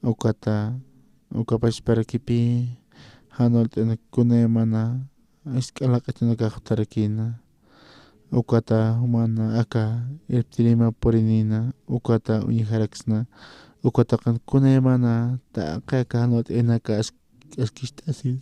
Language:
Aymara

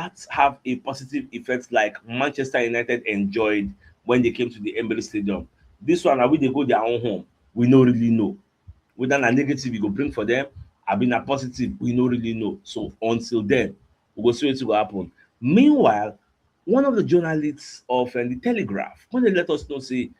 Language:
Nigerian Pidgin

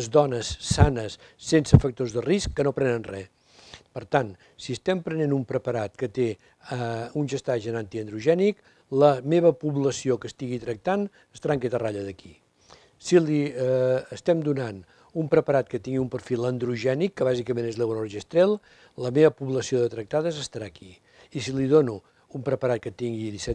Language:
Catalan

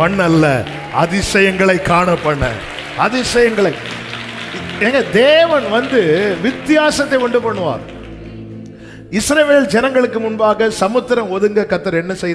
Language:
Tamil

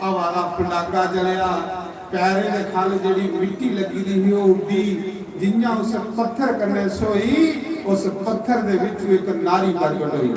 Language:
Dogri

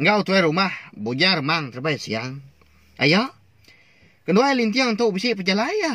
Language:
Iban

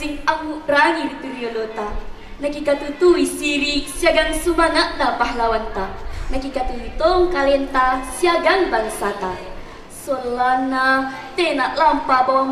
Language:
Makasar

